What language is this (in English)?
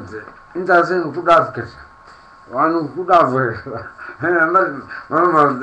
Somali